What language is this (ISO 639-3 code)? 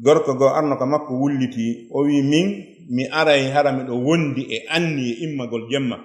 ful